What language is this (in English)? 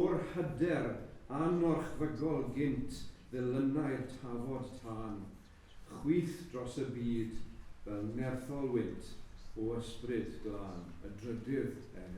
Welsh